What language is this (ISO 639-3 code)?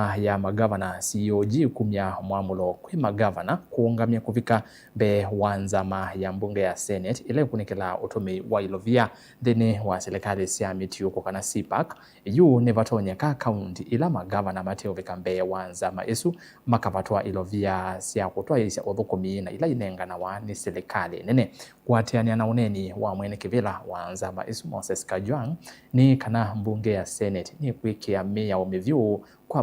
kam